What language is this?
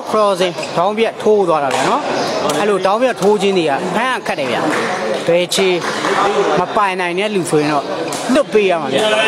Burmese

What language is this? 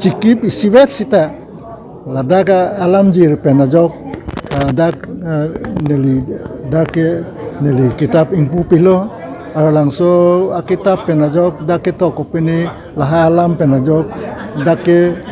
Karbi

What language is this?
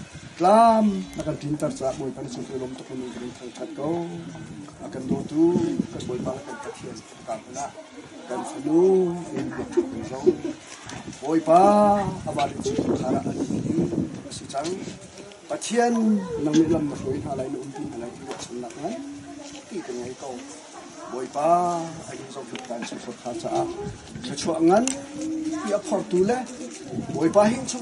Hakha Chin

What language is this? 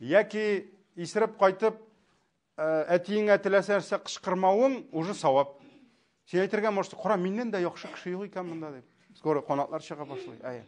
Tatar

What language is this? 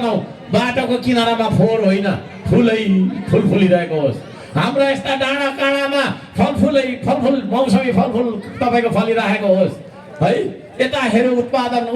Nepali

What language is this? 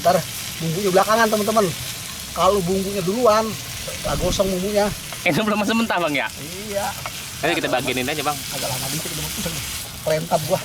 Betawi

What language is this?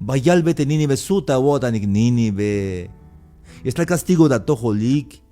Tzeltal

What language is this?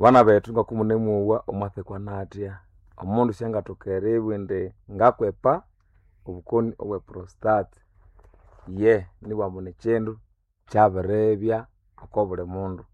Nande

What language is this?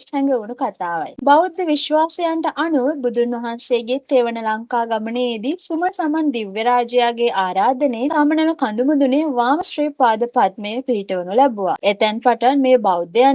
Sinhala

